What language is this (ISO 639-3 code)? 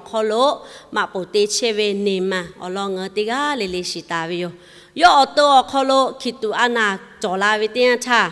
lhu